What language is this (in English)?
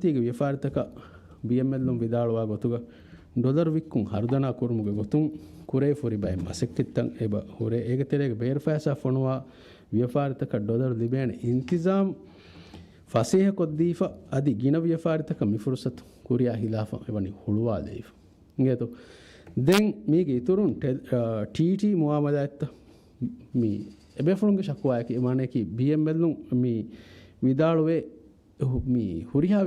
Divehi